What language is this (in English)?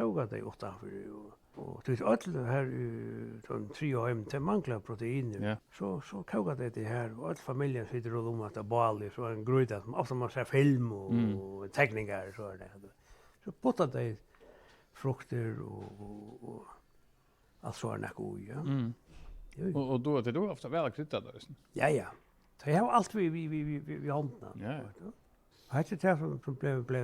Faroese